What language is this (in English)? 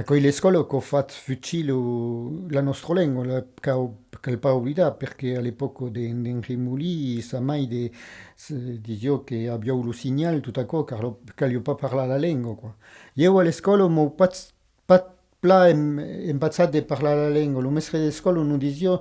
Occitan